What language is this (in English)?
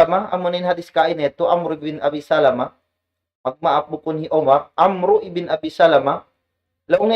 Tausug